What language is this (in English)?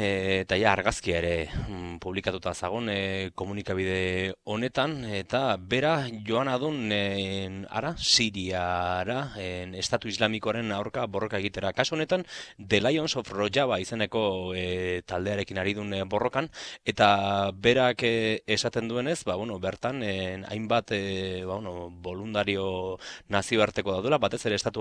Basque